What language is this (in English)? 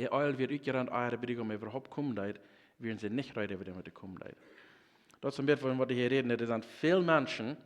Plautdietsch